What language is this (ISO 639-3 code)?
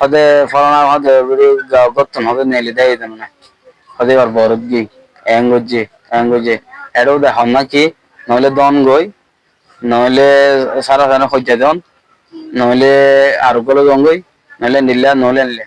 rhg